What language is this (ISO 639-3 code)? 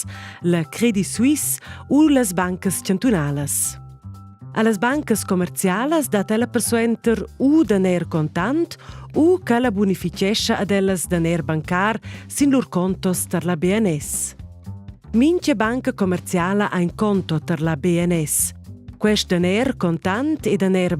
roh